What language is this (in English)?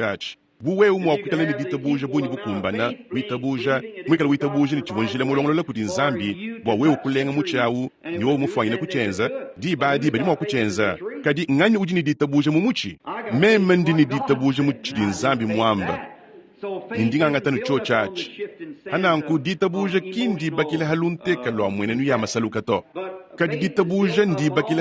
Luba-Lulua